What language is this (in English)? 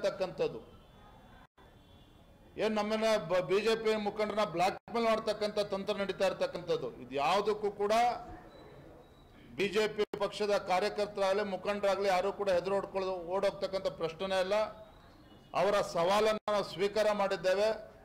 Kannada